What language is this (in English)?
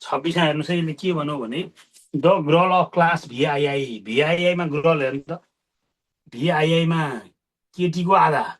Nepali